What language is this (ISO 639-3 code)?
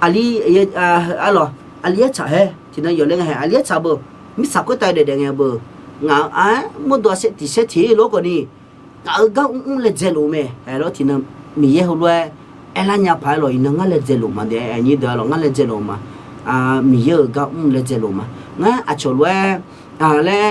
ahk